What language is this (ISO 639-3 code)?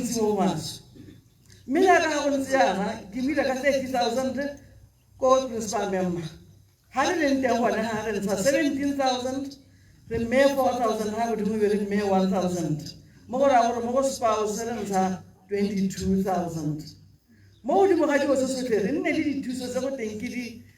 tsn